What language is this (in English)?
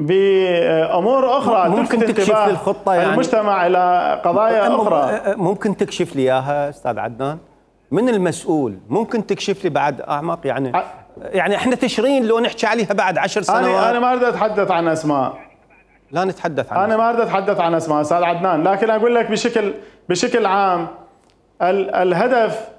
Mesopotamian Arabic